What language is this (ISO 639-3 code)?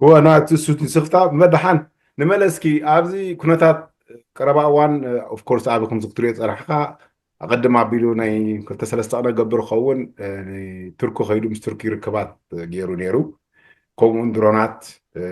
tir